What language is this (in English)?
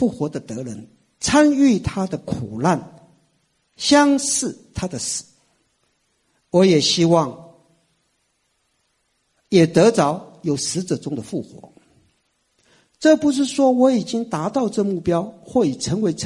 Chinese